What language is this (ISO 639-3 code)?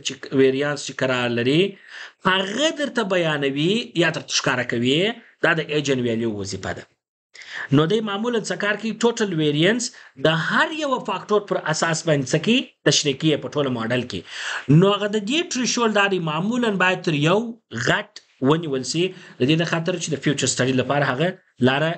pus